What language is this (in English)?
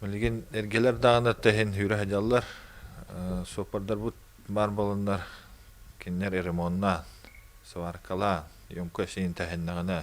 Yakut